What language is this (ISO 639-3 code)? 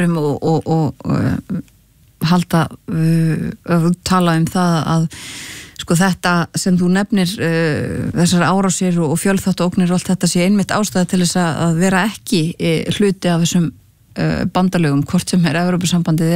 isl